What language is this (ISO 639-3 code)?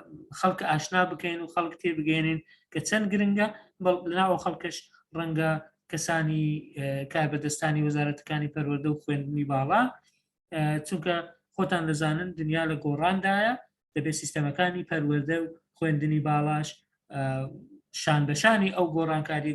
ckb